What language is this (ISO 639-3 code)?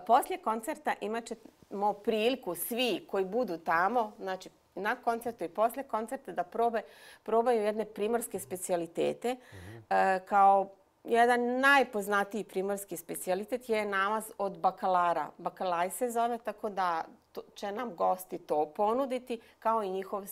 bos